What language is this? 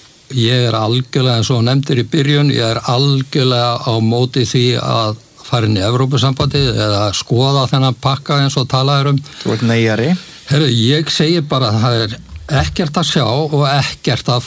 Icelandic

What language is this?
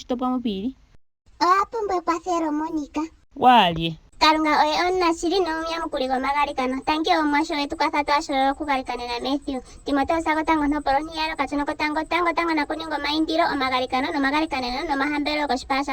Ndonga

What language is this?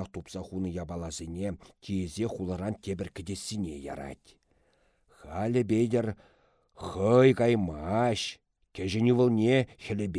Chuvash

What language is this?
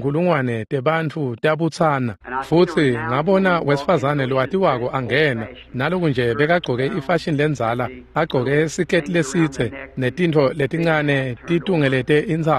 Swati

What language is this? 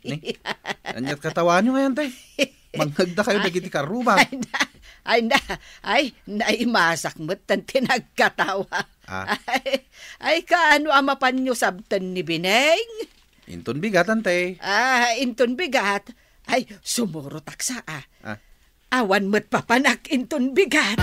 Iloko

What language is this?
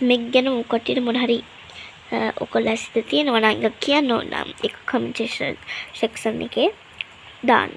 Sinhala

